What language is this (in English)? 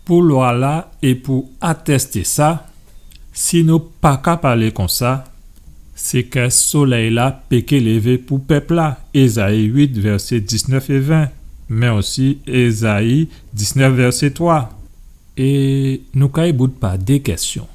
Guadeloupean Creole French